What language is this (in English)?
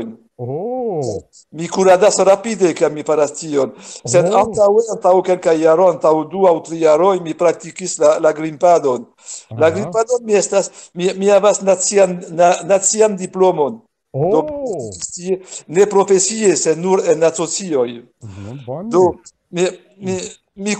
Esperanto